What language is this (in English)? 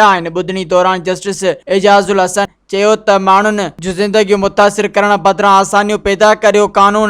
Sindhi